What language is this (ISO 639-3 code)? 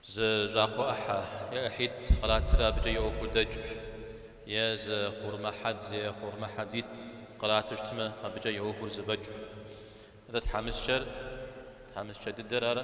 kbd